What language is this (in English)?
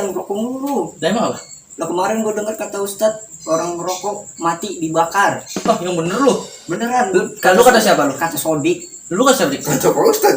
Betawi